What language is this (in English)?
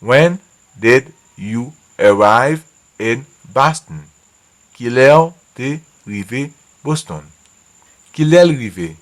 Haitian Creole